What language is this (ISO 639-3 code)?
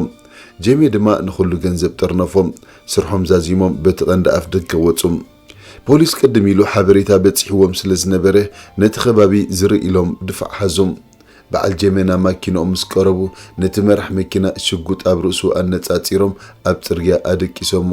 tir